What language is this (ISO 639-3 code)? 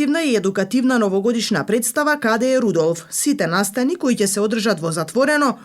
mkd